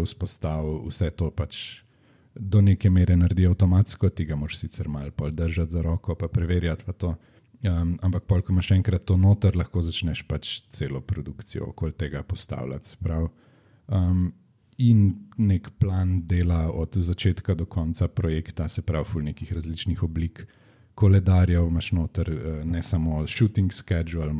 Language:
Slovenian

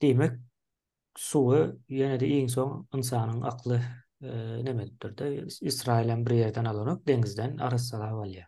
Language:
Turkmen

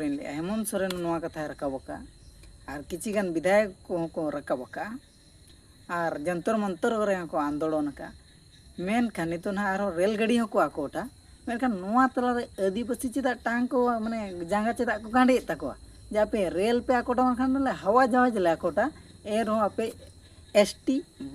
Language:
Santali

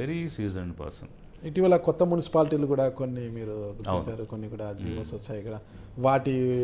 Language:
Telugu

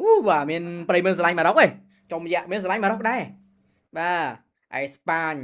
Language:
Khmer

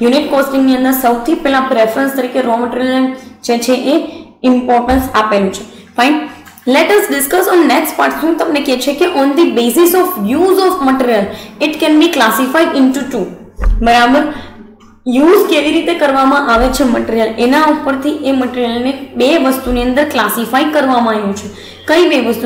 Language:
Gujarati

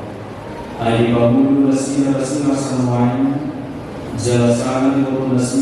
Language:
Batak Toba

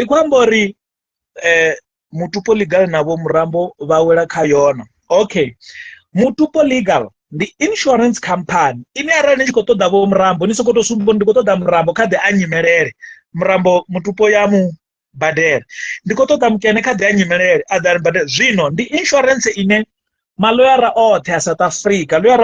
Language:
Venda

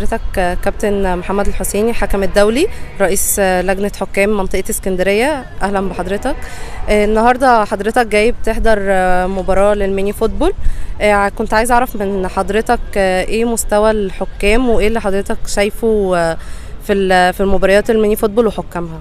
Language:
Egyptian Arabic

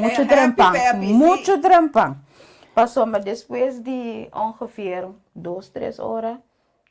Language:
Papiamento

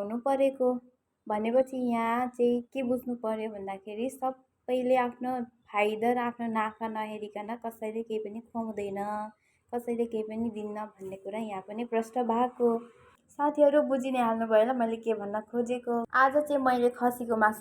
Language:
Nepali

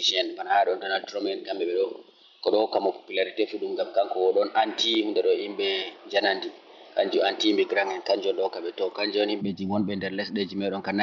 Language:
Fula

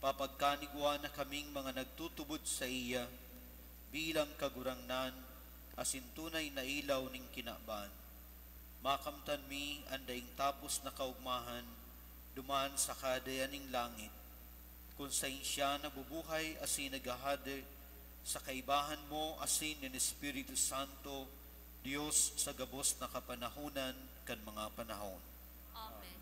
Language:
Bikol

